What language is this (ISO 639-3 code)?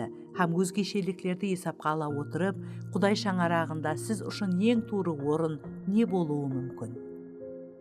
kaa